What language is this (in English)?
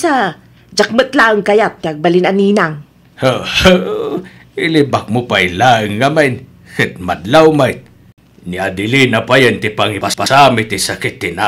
Iloko